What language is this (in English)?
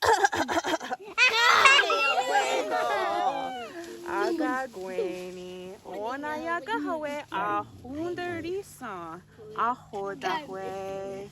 Mohawk